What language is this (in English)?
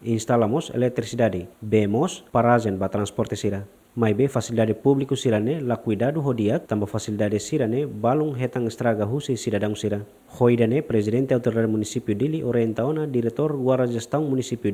Tetum